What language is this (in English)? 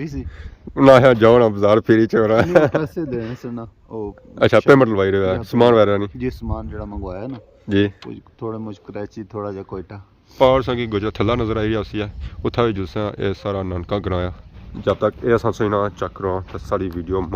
Pahari-Potwari